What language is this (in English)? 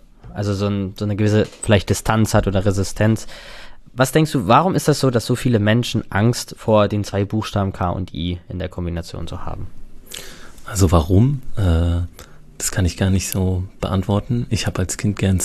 German